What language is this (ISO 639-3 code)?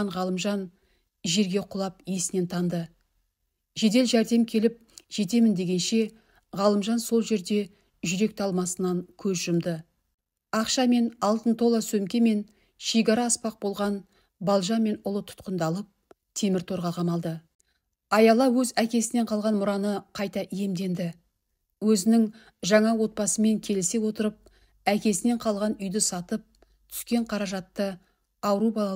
kaz